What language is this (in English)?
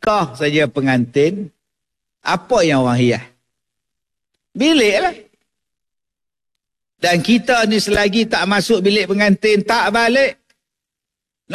Malay